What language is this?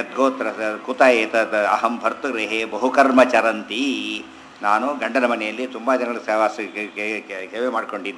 Kannada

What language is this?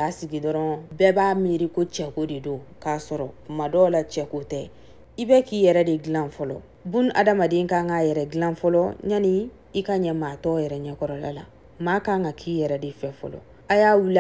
Bambara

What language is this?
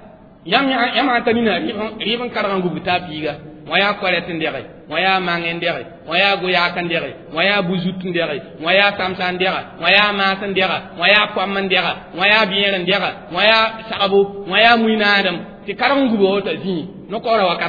Mossi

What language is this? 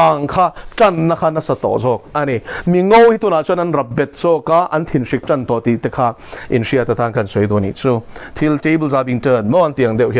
Mizo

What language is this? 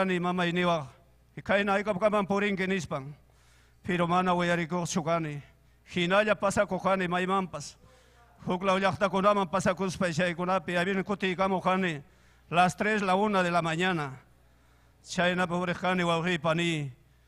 Ayacucho Quechua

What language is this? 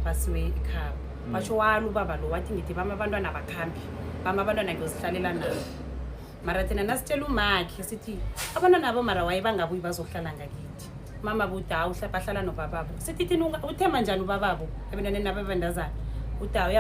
Zulu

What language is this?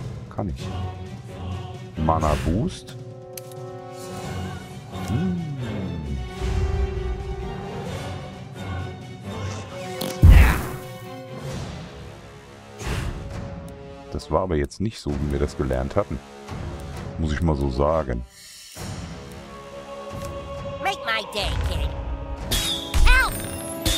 German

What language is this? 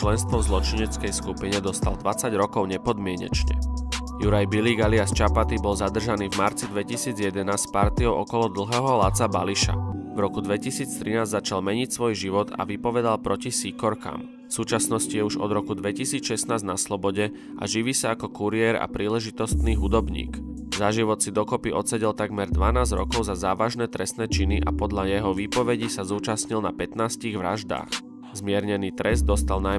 Slovak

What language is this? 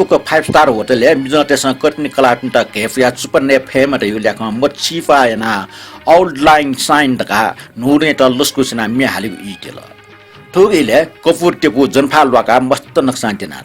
Newari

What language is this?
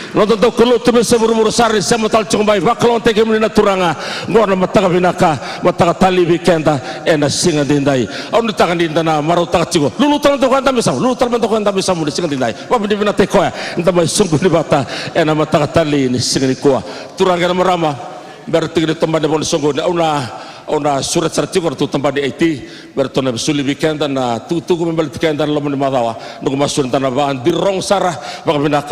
Fijian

